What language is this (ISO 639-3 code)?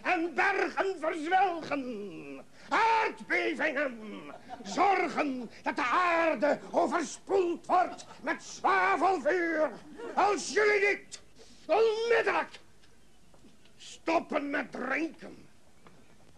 nld